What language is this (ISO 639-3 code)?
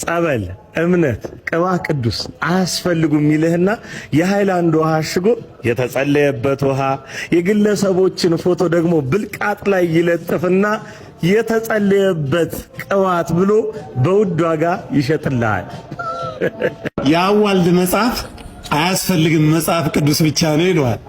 amh